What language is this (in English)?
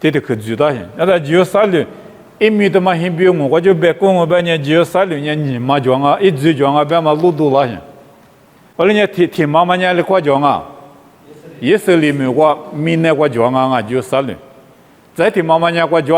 Lisu